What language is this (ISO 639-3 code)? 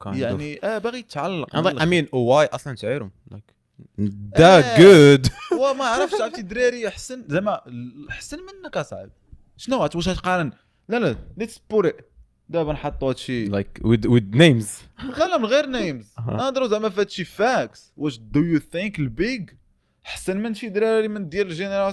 ary